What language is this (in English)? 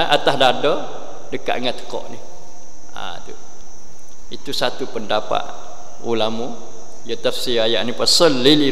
Malay